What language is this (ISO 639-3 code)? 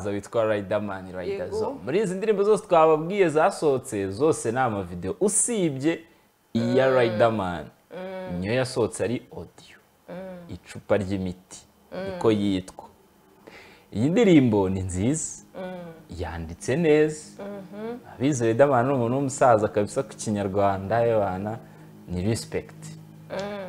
kin